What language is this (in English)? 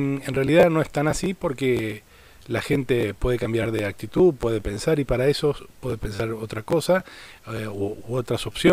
Spanish